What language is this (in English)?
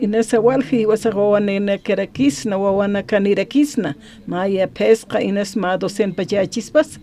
Aymara